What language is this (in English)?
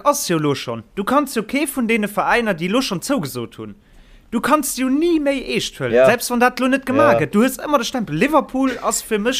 Luxembourgish